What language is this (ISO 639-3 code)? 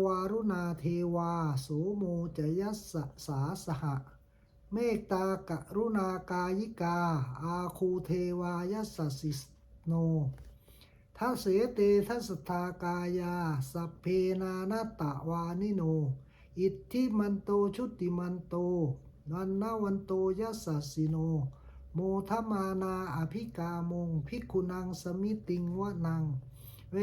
pli